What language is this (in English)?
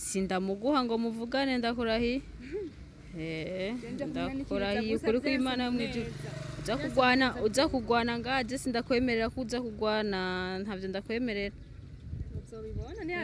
Rundi